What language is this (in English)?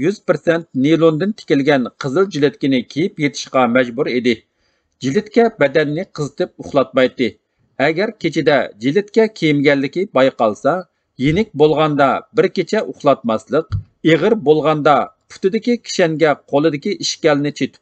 Uyghur